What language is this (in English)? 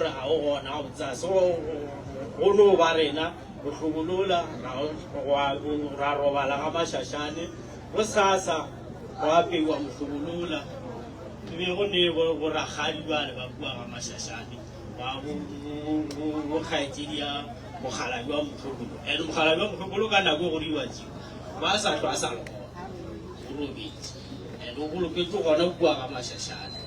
Northern Sotho